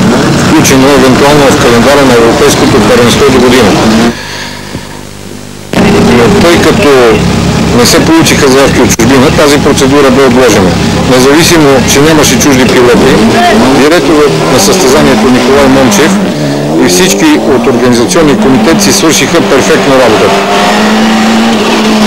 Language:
Bulgarian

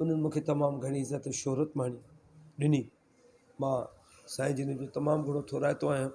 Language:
Sindhi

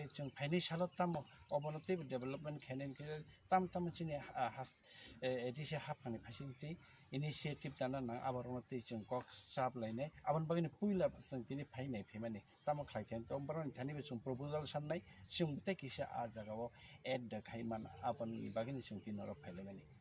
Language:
Kok Borok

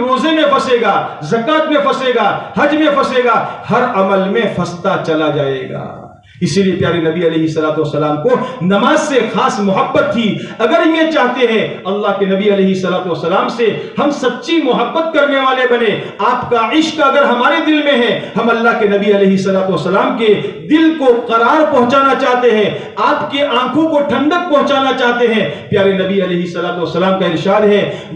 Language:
Urdu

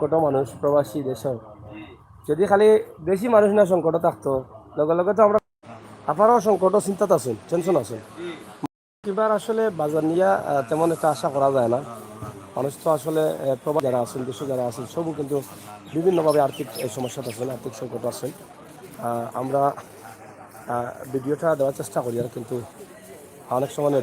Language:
Sylheti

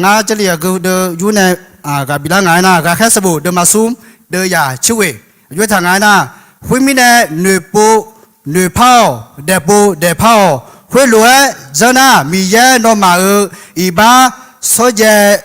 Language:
Akha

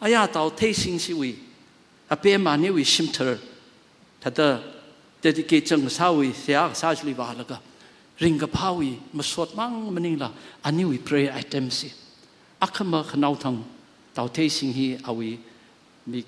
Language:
Tangkhul Naga (India)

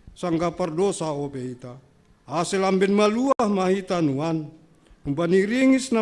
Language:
Batak Simalungun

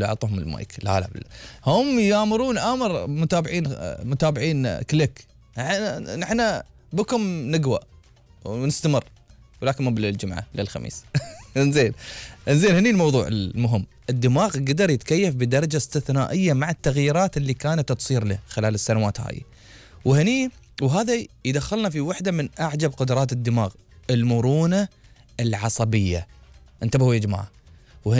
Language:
Gulf Arabic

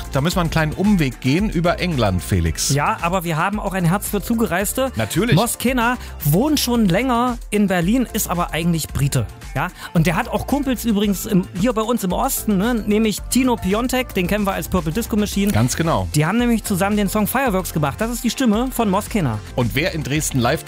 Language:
German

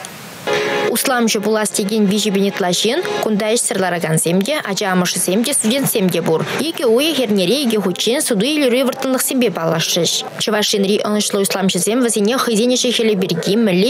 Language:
Chuvash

